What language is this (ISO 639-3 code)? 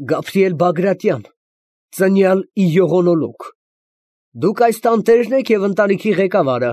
hye